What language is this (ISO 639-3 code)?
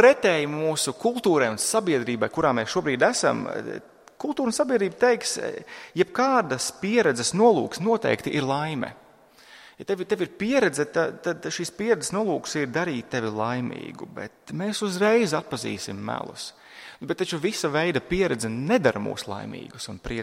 lav